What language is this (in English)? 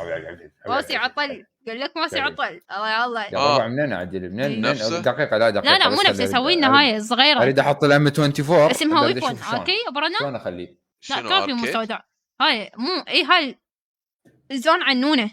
Mesopotamian Arabic